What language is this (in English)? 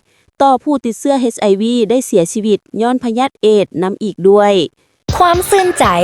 Lao